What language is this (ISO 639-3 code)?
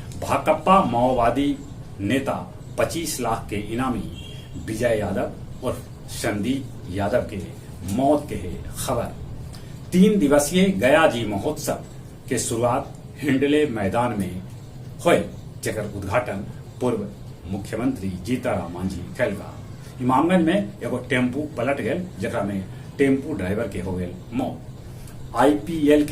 mag